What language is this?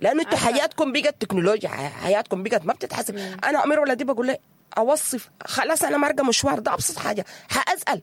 Sudanese Arabic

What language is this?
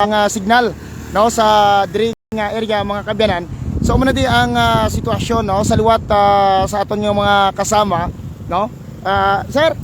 Hiligaynon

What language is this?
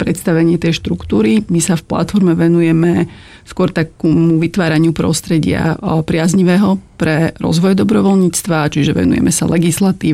Slovak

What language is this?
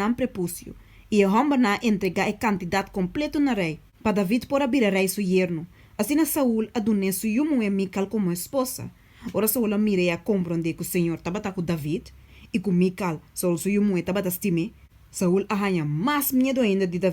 Papiamento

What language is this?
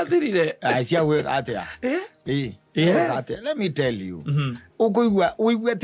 Kikuyu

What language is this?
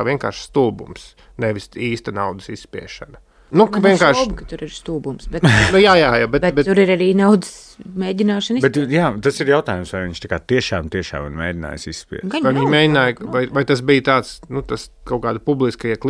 Latvian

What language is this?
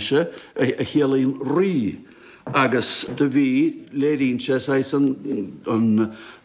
Irish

